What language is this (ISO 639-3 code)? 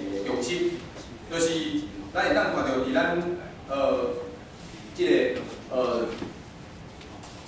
nan